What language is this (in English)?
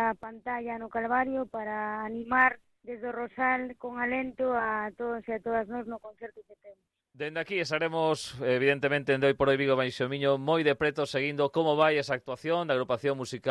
Galician